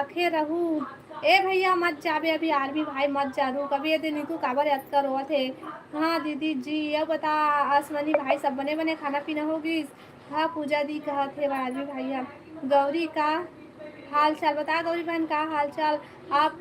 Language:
Chhattisgarhi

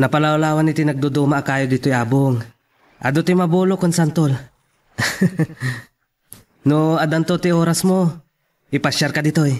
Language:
Iloko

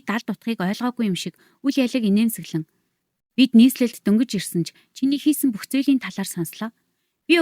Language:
Mongolian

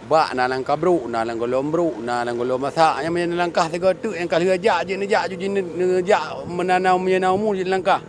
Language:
Achinese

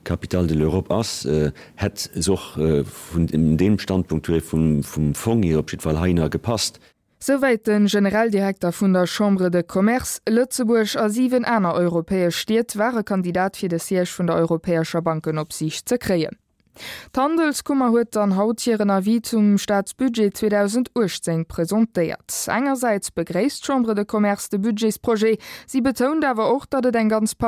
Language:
Luxembourgish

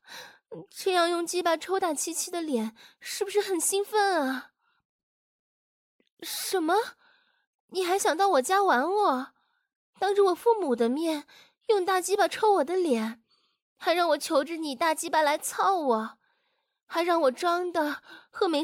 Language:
Chinese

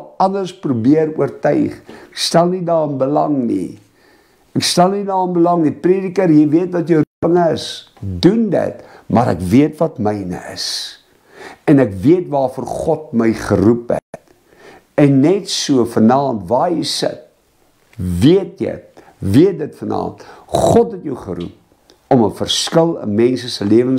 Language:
Afrikaans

